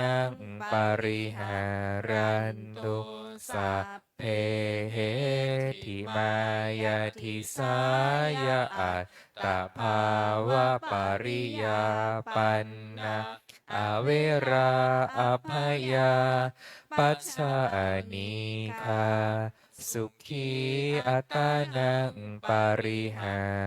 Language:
Pali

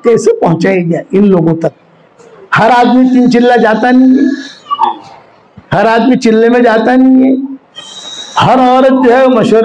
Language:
Urdu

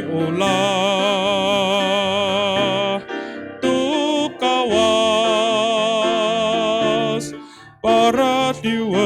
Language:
Amis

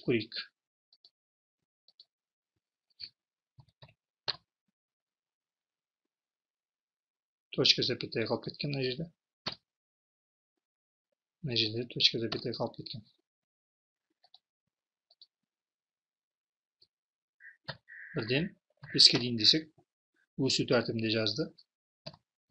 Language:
Kazakh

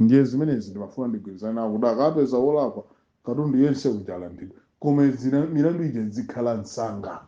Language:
Nyanja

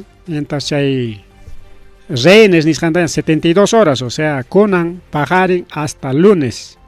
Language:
Ayacucho Quechua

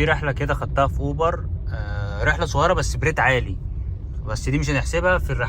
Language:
Egyptian Arabic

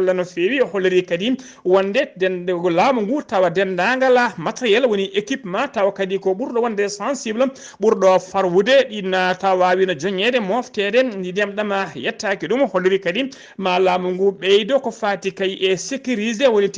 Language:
Fula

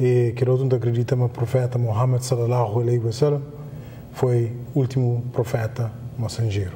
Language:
Kabuverdianu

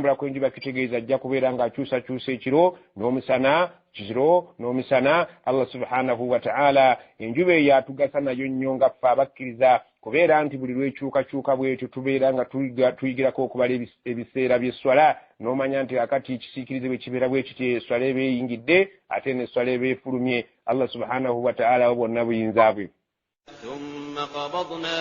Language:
Ganda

